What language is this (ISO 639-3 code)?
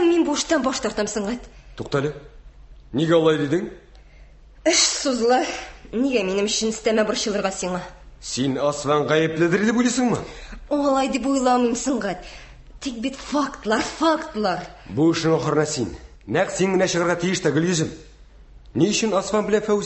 tat